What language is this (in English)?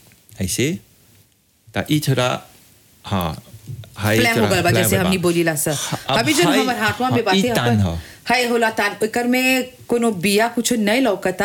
Bhojpuri